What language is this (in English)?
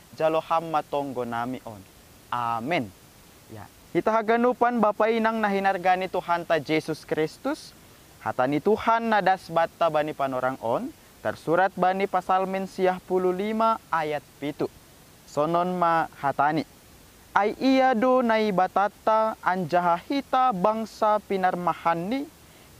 Batak Simalungun